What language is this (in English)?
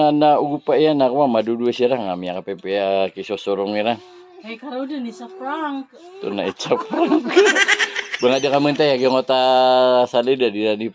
Maranao